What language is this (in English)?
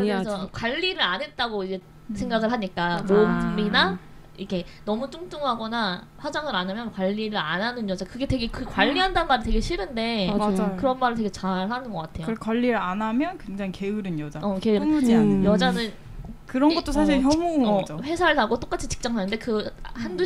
Korean